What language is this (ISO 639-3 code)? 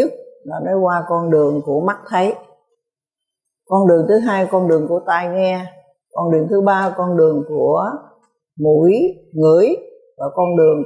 vie